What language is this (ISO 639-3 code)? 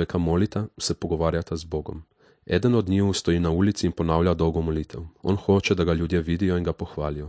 slv